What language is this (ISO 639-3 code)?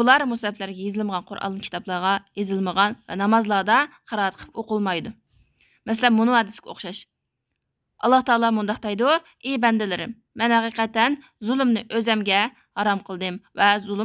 uig